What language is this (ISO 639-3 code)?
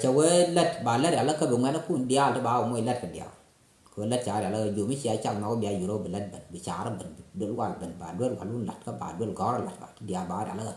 nus